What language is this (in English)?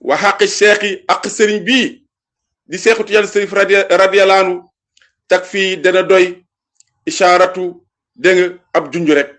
Wolof